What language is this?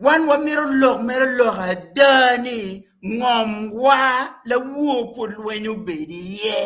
Acoli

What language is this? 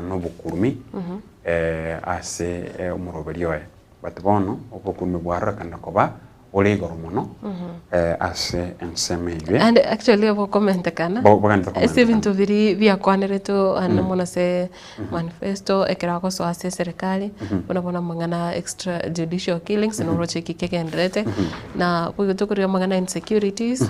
Gusii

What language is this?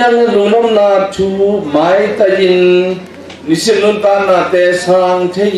Tedim Chin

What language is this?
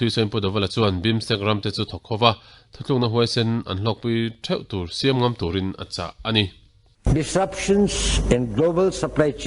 Mizo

